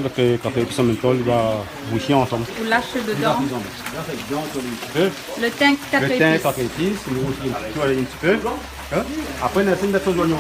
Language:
Réunion Creole French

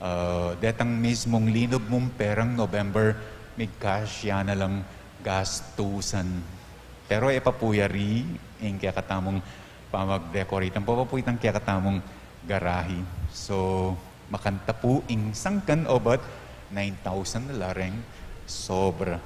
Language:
Pampanga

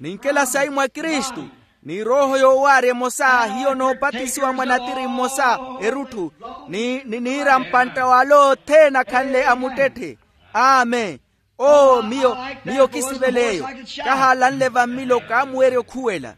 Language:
Makhuwa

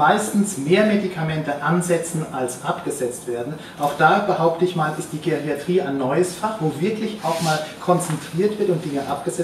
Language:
German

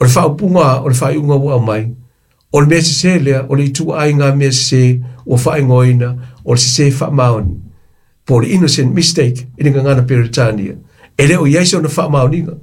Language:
Samoan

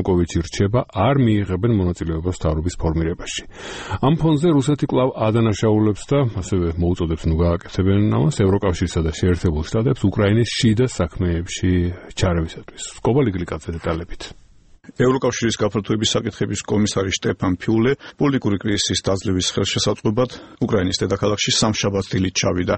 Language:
Georgian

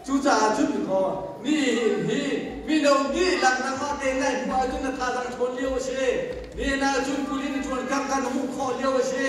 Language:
Hakha Chin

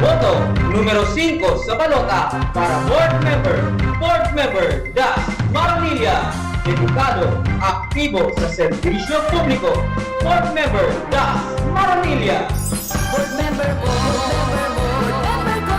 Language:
Bikol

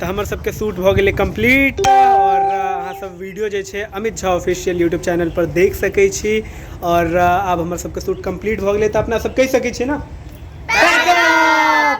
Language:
Maithili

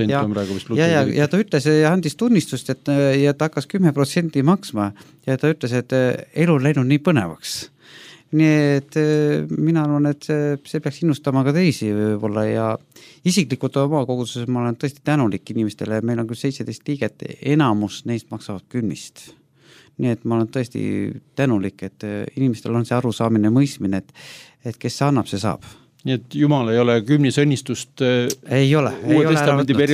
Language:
Estonian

